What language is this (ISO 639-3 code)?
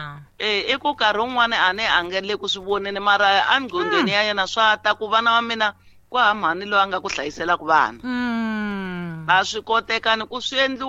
tso